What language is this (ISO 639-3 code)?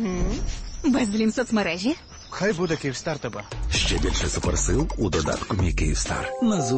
ukr